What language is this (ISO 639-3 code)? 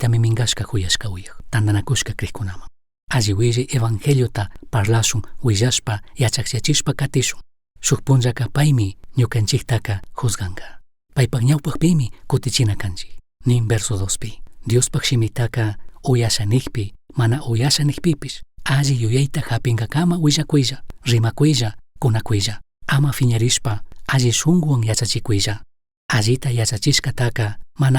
qug